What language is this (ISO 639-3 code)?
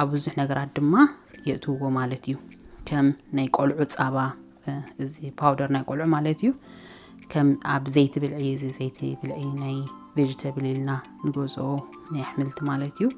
tir